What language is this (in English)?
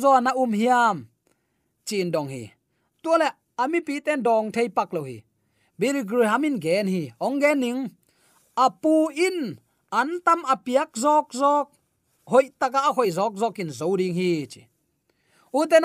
Tedim Chin